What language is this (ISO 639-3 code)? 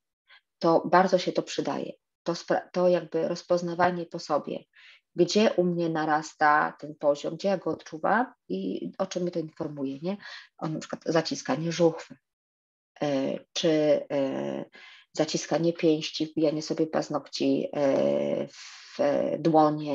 pol